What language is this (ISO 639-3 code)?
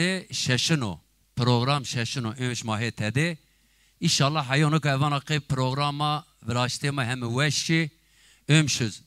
zza